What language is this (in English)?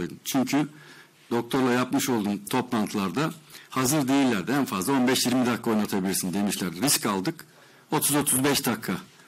Turkish